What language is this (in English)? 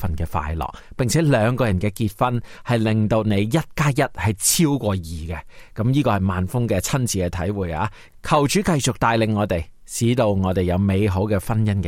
Cantonese